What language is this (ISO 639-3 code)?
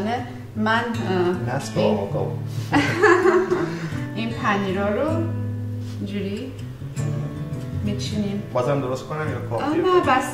fas